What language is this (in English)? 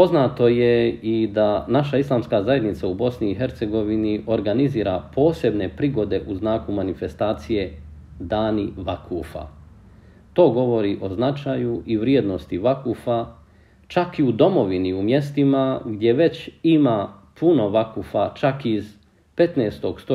Bosnian